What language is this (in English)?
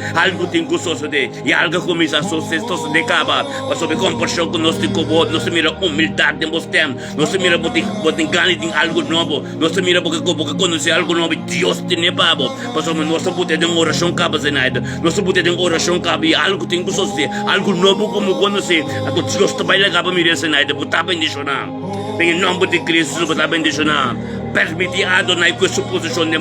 Papiamento